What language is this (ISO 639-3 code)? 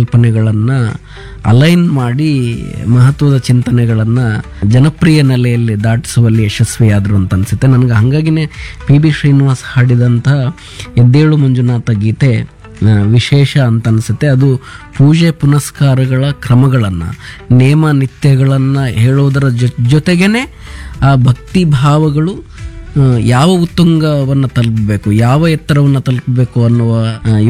kan